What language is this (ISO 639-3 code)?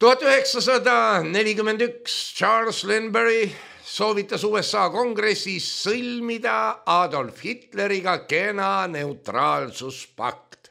est